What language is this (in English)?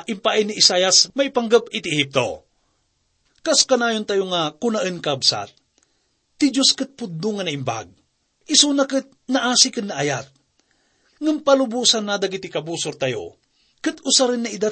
Iloko